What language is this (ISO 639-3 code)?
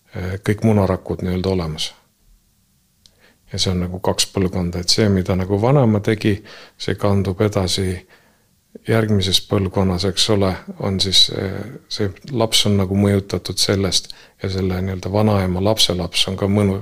est